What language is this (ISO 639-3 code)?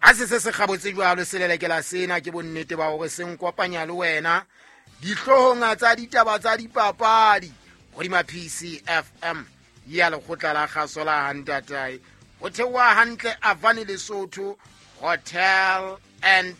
sot